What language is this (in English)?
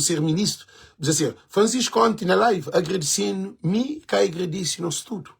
Kabuverdianu